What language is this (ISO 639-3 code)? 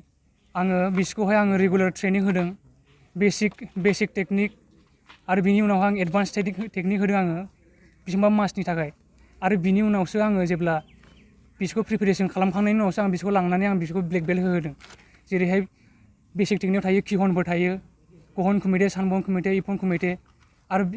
brx